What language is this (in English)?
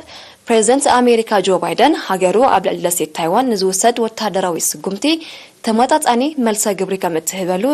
Tigrinya